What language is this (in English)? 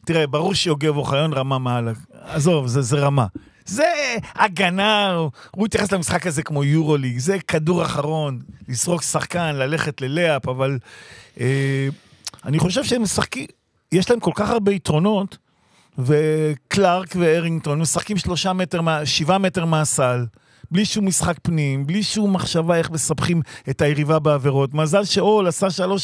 Hebrew